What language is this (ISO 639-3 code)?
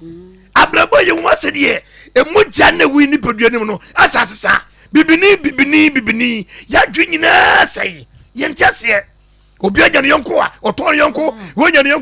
aka